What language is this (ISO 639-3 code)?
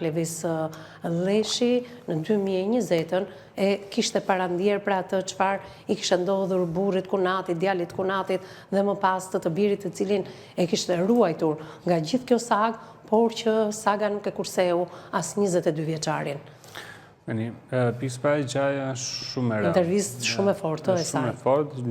sqi